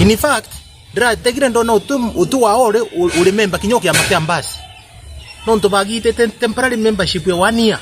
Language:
Meru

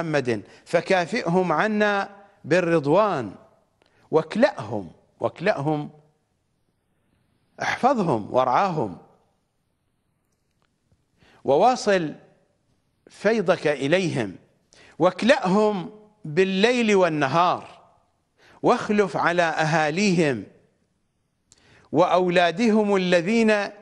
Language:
Arabic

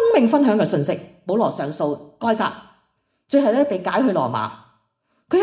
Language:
Cantonese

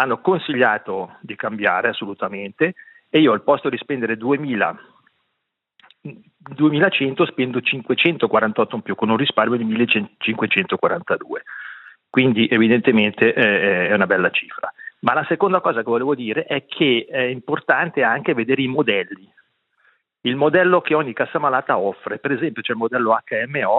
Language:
Italian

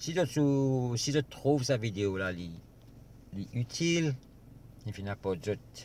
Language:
Morisyen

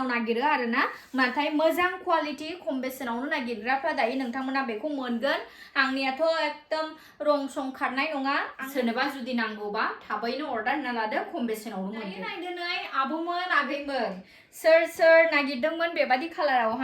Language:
Bodo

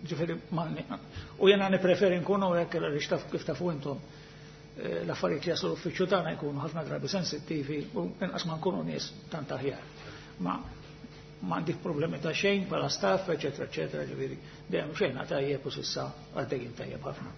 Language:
Maltese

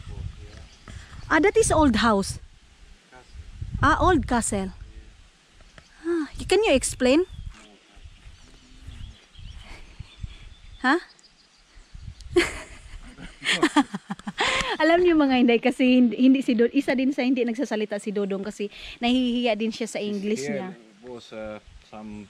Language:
Filipino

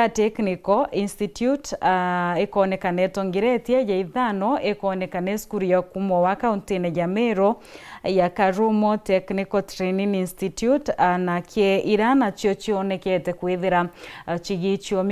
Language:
Meru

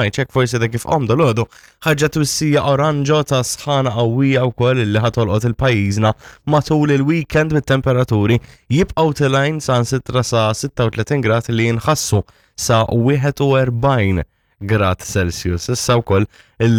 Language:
Maltese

